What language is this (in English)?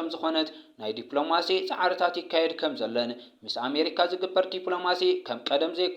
Tigrinya